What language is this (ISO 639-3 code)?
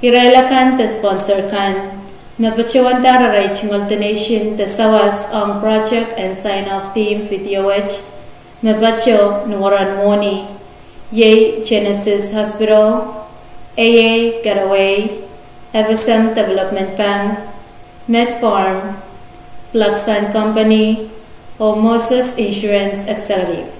pon